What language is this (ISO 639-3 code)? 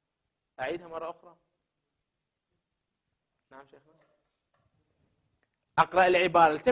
ara